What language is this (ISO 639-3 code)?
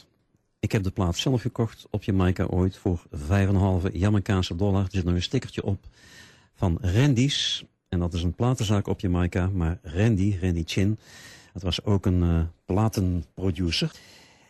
nld